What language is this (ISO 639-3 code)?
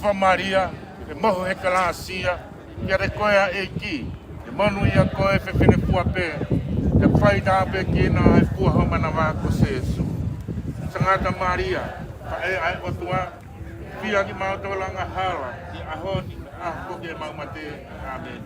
ton